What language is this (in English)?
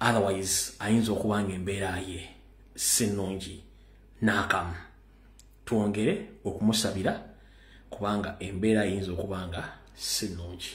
Ganda